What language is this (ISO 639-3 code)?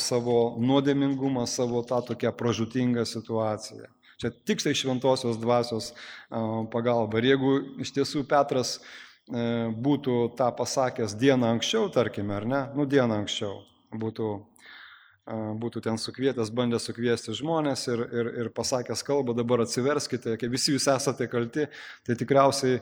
lit